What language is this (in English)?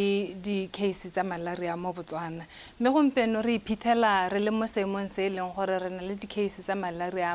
Tswana